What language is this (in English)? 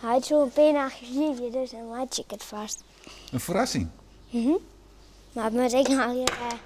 Western Frisian